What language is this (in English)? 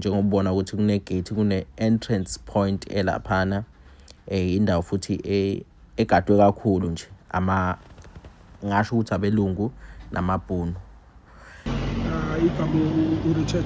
Zulu